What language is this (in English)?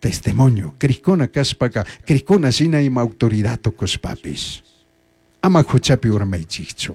Chimborazo Highland Quichua